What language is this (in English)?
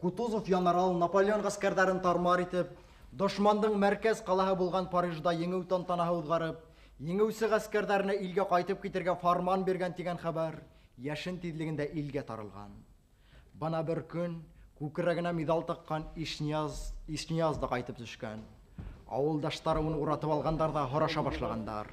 Bashkir